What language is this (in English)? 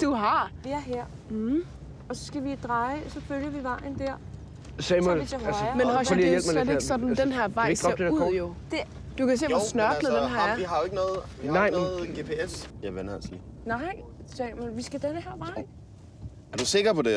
Danish